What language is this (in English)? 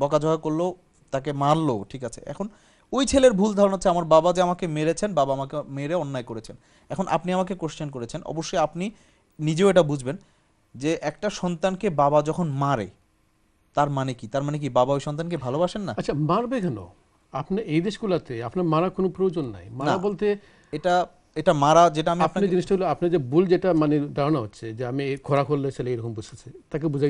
Bangla